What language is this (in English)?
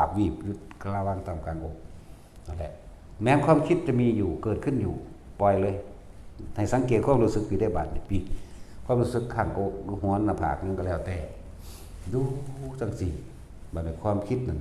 Northeastern Thai